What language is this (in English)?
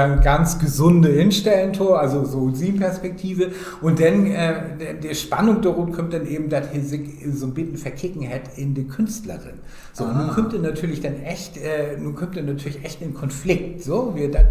Low German